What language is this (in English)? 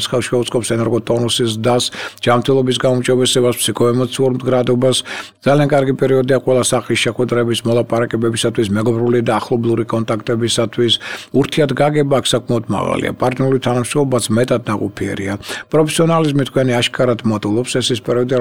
Georgian